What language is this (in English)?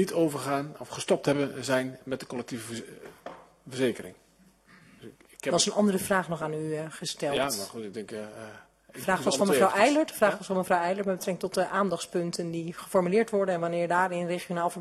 Dutch